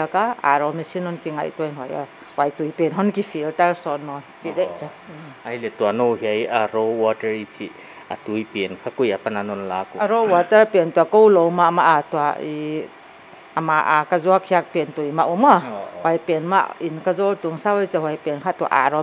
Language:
Paite Chin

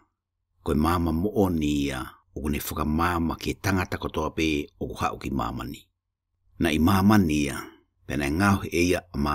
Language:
Tongan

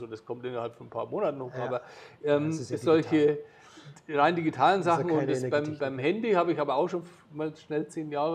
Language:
German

